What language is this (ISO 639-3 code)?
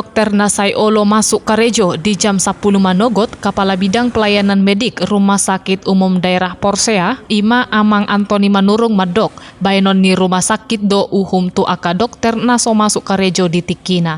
bbc